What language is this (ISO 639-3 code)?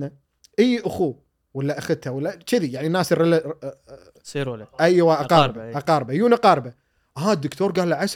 afb